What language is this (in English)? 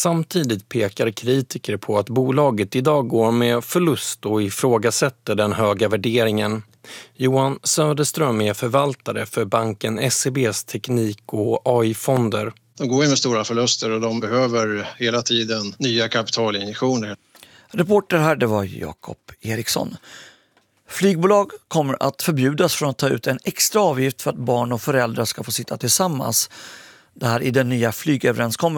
Swedish